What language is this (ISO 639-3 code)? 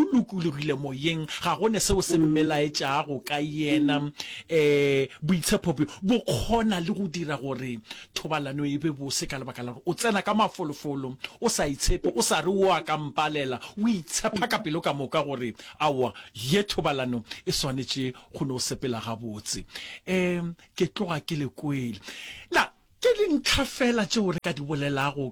nso